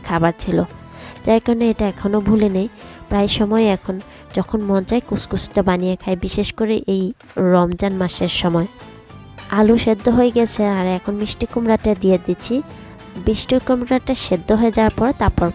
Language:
Bangla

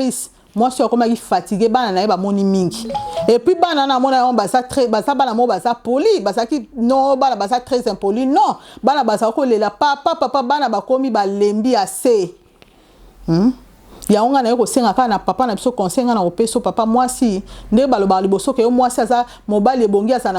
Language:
Lingala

